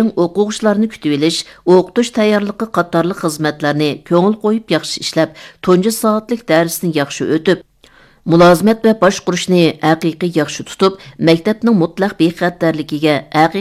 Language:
Uyghur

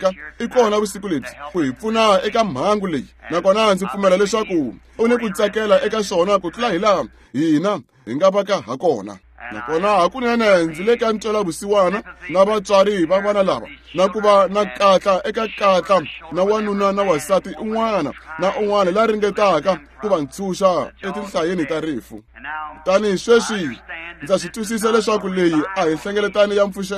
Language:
Tsonga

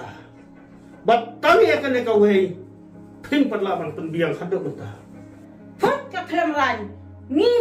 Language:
Khasi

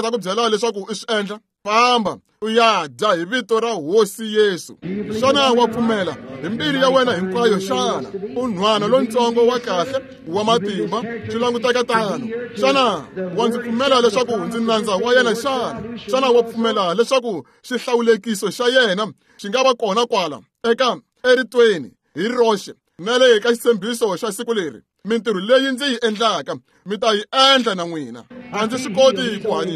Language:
Tsonga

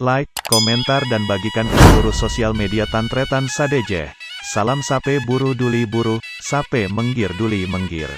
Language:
Madurese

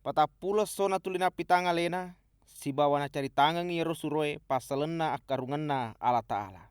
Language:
Buginese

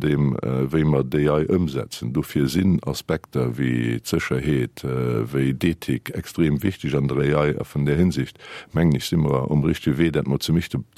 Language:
Luxembourgish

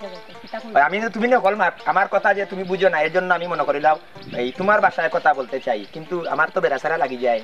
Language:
Sylheti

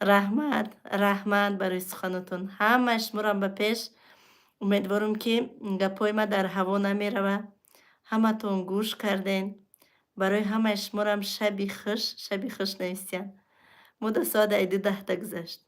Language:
Tajik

